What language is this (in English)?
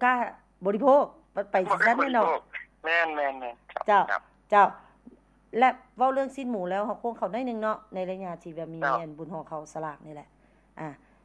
Lao